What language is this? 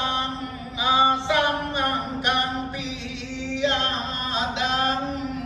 Karbi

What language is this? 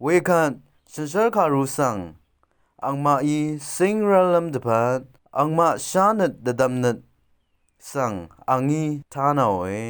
Rawang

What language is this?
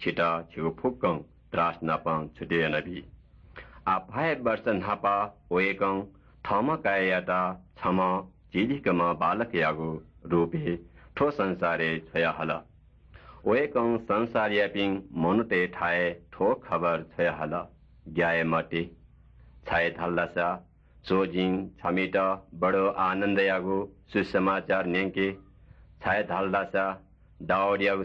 Newari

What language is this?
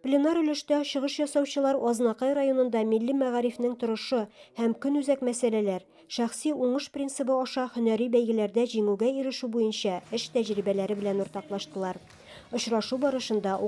Tatar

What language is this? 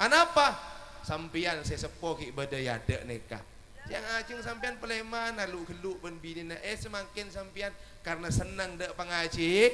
Madurese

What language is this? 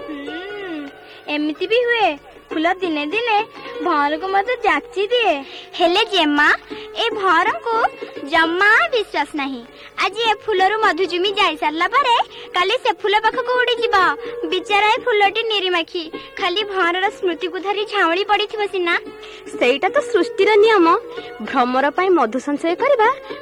Odia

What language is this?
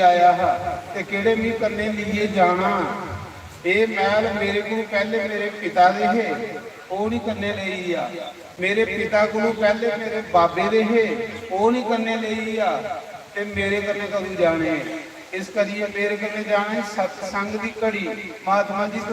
Dogri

